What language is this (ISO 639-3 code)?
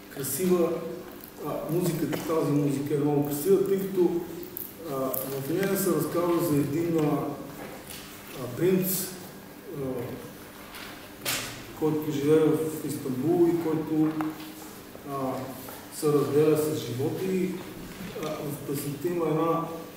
bul